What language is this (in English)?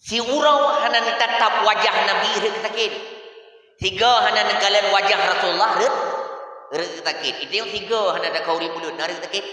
Achinese